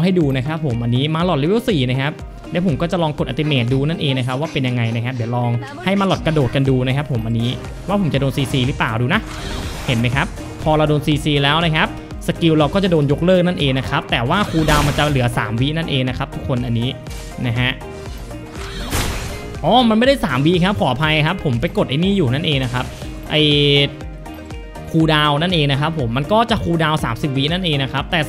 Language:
Thai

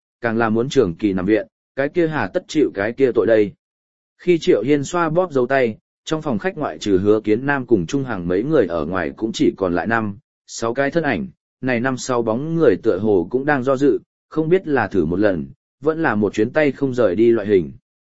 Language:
Vietnamese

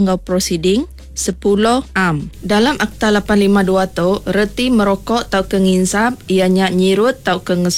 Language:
Iban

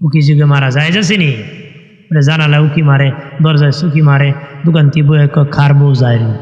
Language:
Sylheti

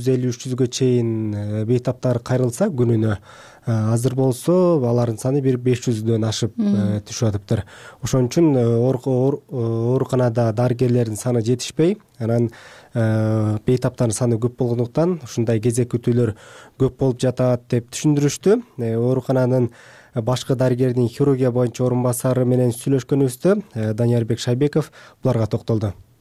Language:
Kyrgyz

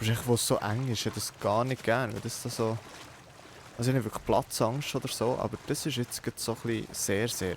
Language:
Swiss German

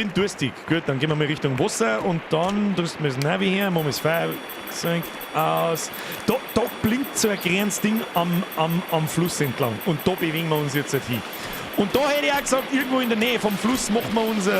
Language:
Bavarian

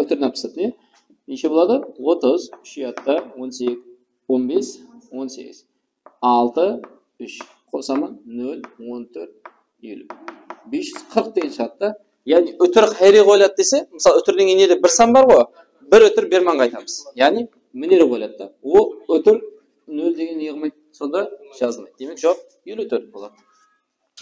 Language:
Kara-Kalpak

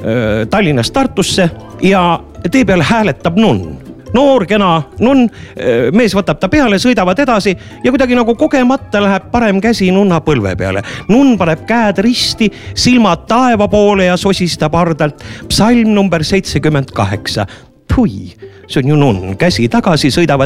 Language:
Estonian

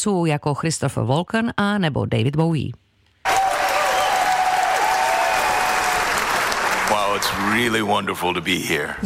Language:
Czech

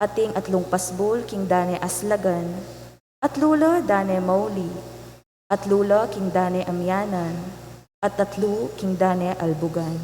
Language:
Pampanga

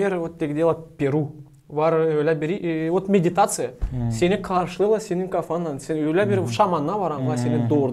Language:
Gagauz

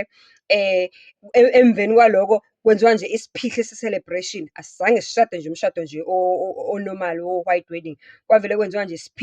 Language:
Zulu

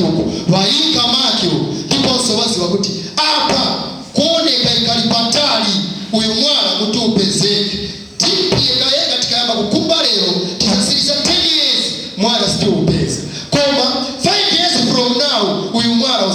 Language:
Nyanja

